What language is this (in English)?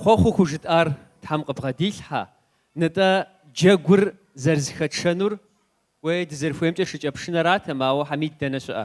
Kabardian